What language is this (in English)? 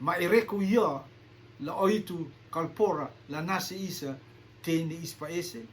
Rotuman